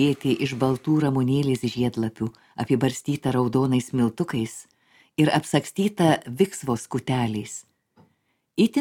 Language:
Lithuanian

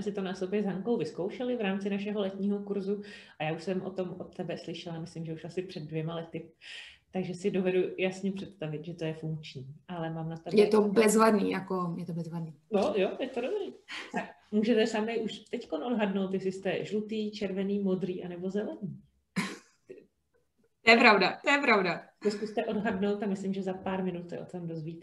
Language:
Czech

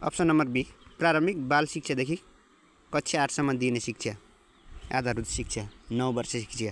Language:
Nepali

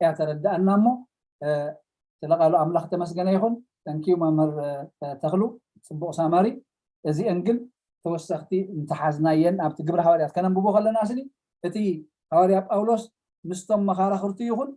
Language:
Tigrinya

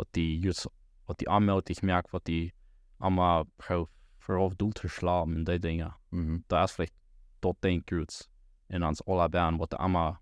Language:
Plautdietsch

